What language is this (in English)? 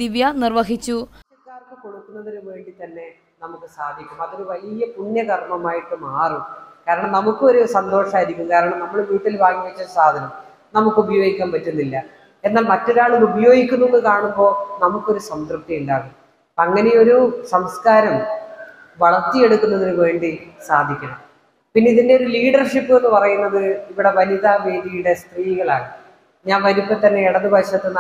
Malayalam